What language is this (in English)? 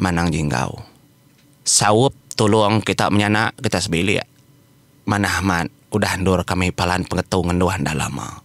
Iban